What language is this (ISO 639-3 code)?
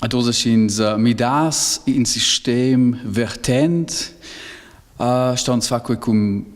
roh